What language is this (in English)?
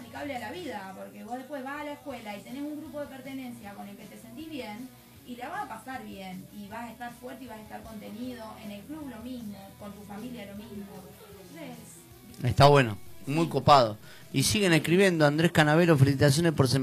Spanish